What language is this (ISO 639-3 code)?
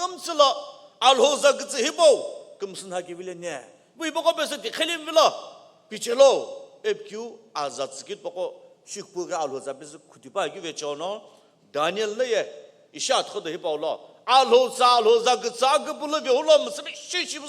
nsm